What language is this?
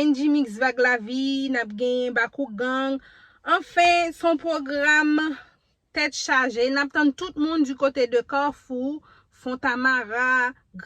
Haitian Creole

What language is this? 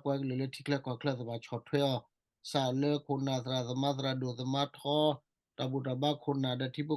S'gaw Karen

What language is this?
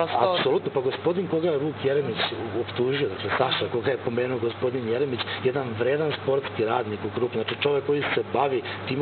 Serbian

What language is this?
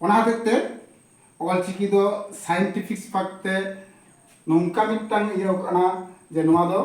Santali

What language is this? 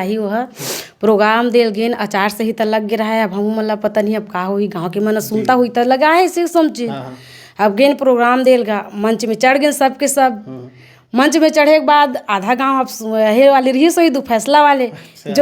Chhattisgarhi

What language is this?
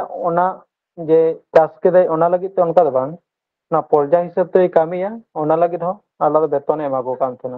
Santali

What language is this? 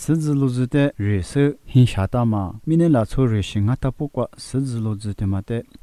Lisu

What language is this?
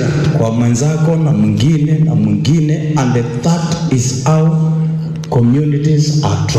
Kamba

